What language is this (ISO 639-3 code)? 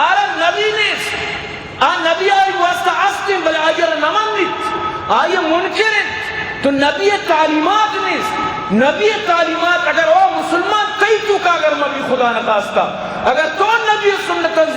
bgp